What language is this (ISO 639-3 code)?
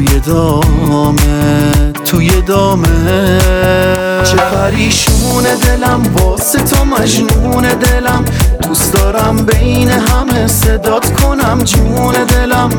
fas